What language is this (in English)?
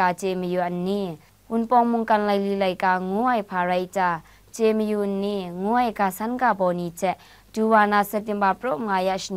Kachin